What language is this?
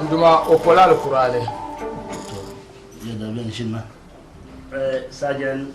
Dagbani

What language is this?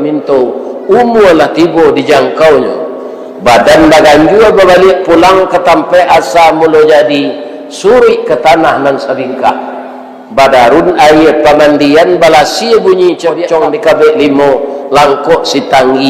Minangkabau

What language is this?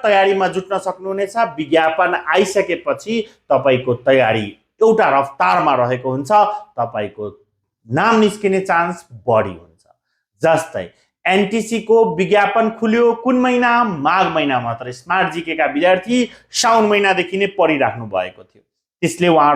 Nepali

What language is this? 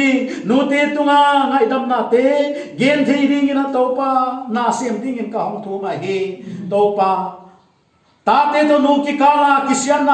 Paite Chin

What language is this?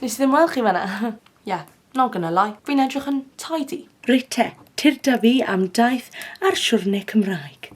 Welsh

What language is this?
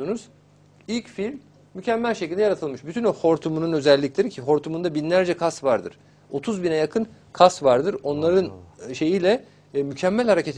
Turkish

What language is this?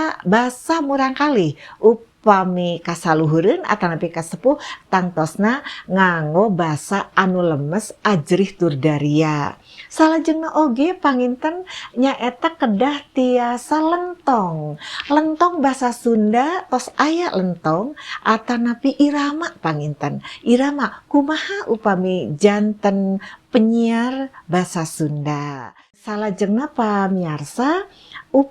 Sundanese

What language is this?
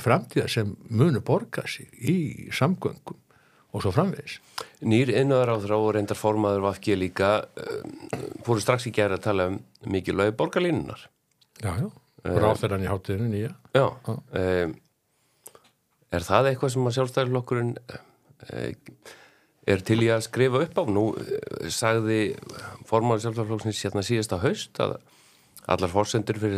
Icelandic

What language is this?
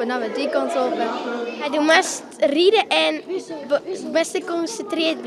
Western Frisian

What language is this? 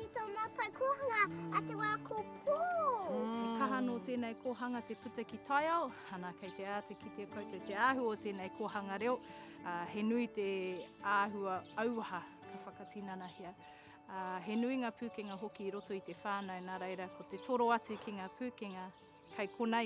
Māori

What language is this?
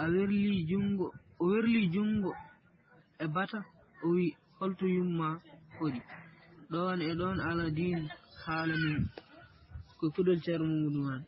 Fula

